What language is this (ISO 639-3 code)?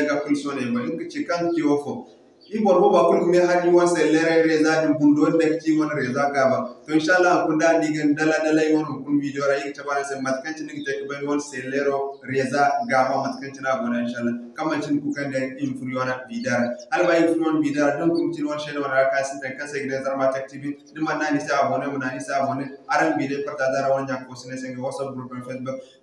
dje